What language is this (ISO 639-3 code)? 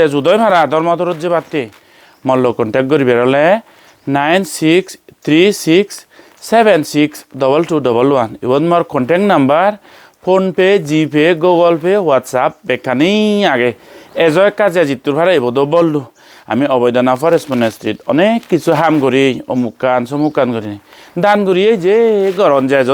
ccp